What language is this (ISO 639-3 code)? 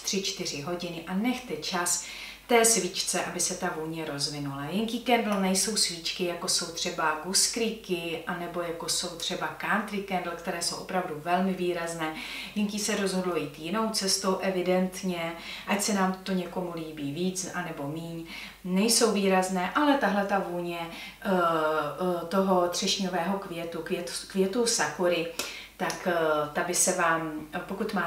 ces